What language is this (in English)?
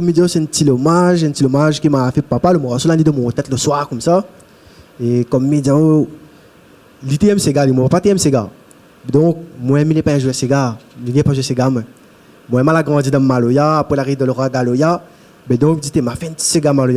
Réunion Creole French